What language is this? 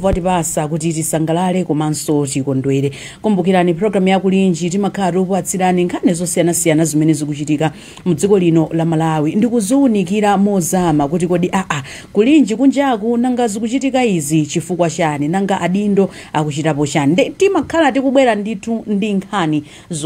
Nyanja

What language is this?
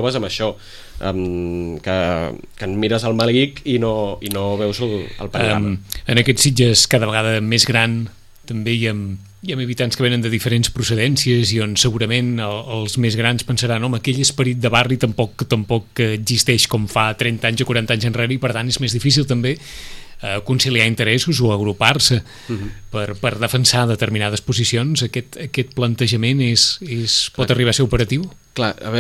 Catalan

